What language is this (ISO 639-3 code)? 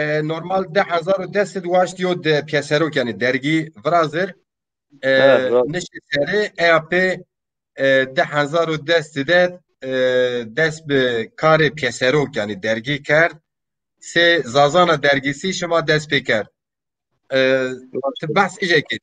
zza